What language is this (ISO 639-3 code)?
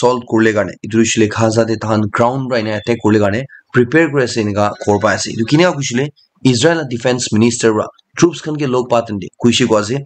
nag